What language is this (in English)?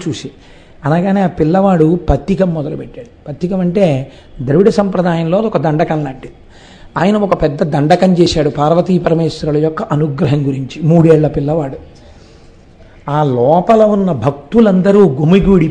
Telugu